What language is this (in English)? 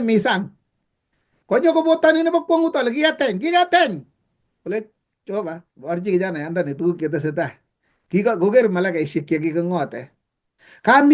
Kalenjin